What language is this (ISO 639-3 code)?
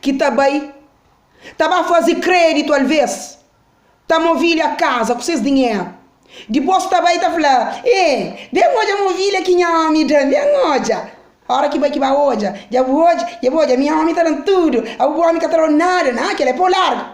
kea